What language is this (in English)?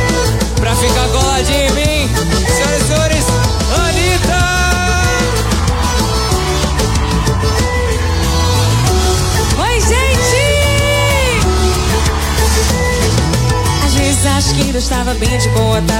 Portuguese